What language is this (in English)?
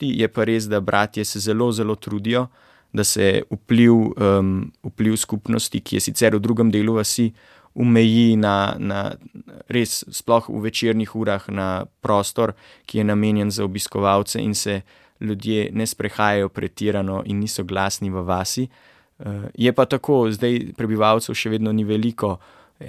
Slovenian